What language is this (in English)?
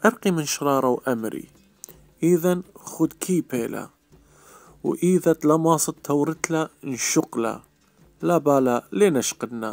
Assyrian Neo-Aramaic